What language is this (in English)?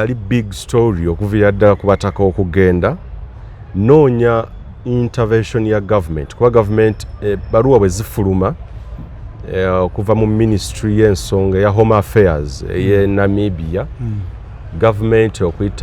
Ganda